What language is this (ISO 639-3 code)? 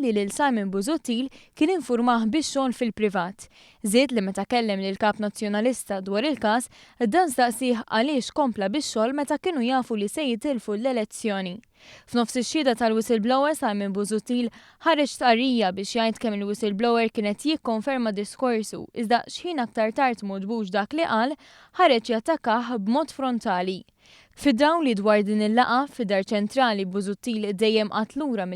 mlt